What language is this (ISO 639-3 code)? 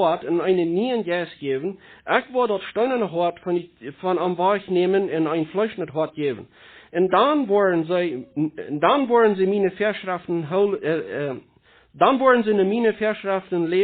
pdt